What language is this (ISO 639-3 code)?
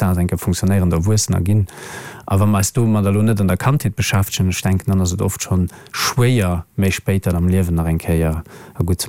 ltz